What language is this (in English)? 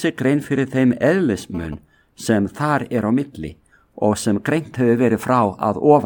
Icelandic